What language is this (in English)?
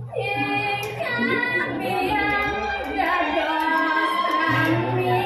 Balinese